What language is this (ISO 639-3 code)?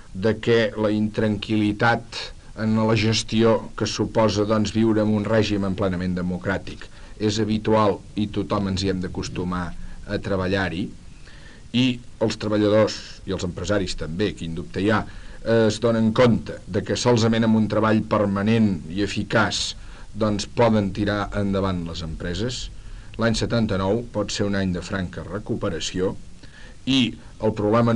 cat